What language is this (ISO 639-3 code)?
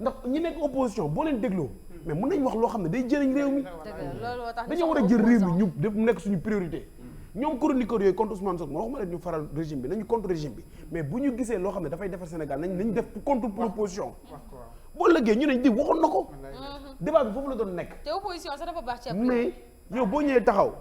wol